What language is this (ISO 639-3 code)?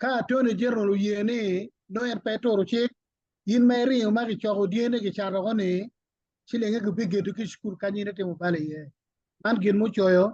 ach